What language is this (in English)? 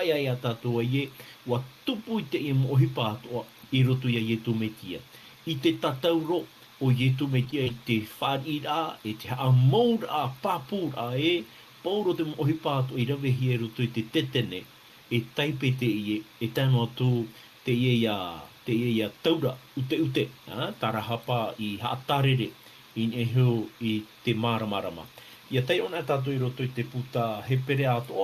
Tahitian